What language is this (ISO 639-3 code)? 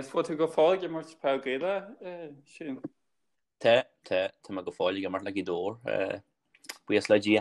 gle